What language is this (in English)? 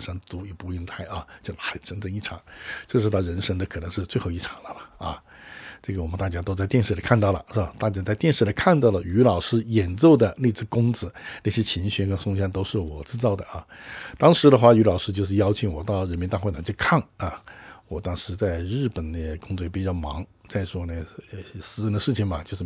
Chinese